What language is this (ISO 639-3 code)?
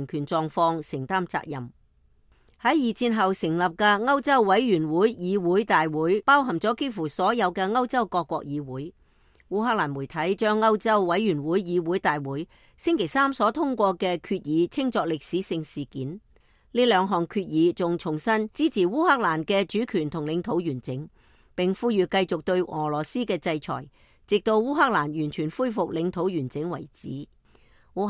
yue